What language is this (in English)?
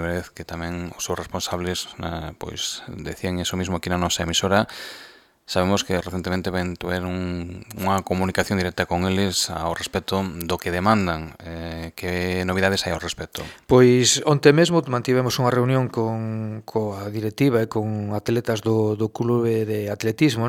Galician